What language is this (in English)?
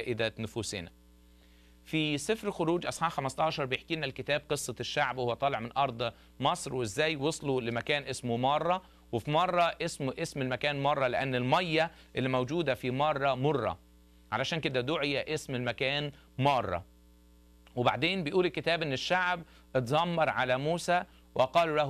Egyptian Arabic